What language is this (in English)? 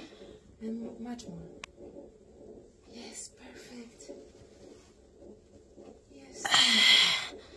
Filipino